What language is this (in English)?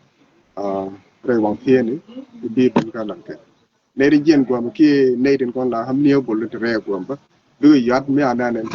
Nuer